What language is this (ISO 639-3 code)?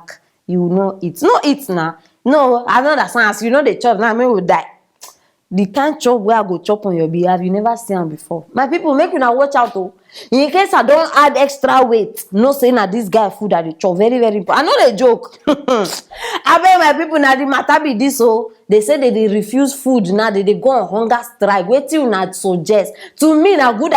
pcm